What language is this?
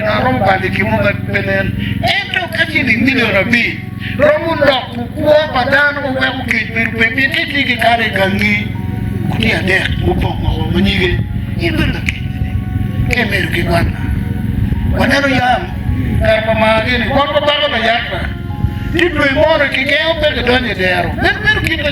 Acoli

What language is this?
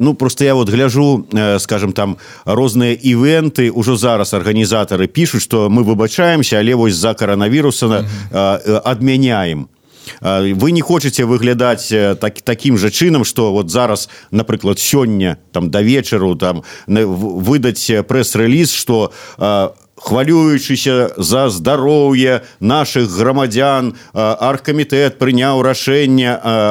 Belarusian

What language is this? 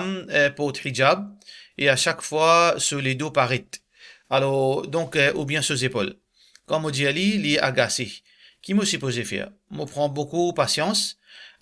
Morisyen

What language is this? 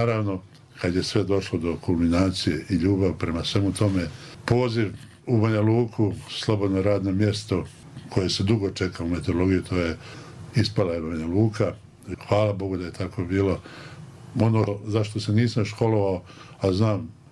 Bosnian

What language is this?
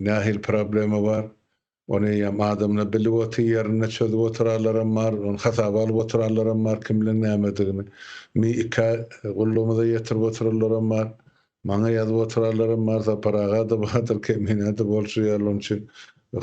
Turkmen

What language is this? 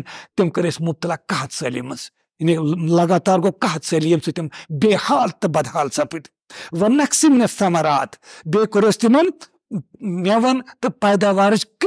Kashmiri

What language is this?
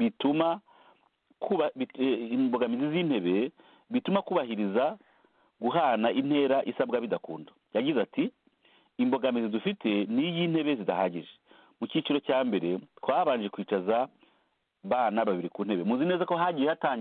Kinyarwanda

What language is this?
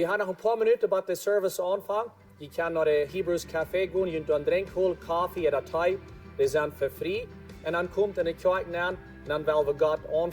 Plautdietsch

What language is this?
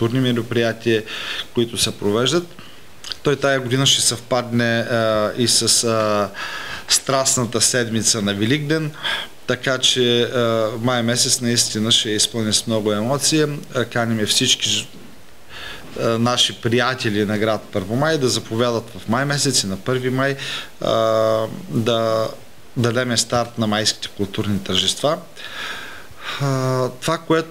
Bulgarian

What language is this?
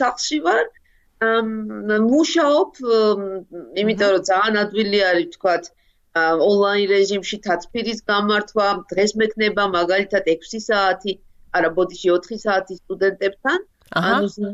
Georgian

